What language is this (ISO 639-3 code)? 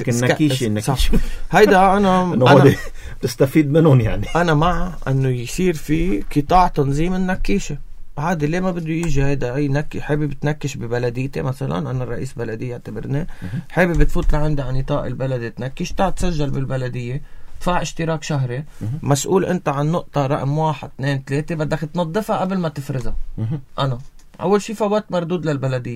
apc